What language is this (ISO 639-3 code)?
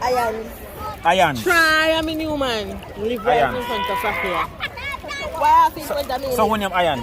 jam